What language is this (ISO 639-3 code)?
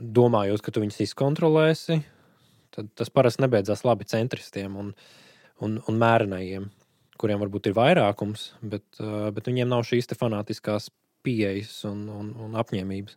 lav